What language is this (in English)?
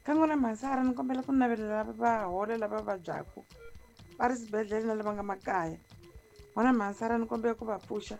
Tsonga